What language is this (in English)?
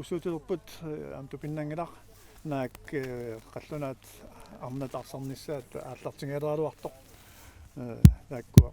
Kalaallisut